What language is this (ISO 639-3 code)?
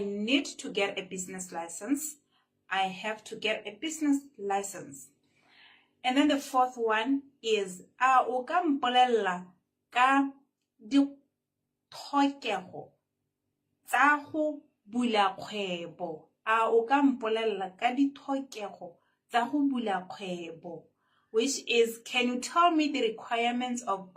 tsn